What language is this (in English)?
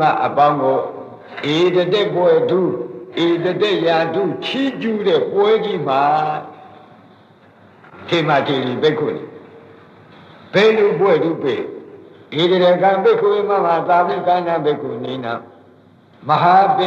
Burmese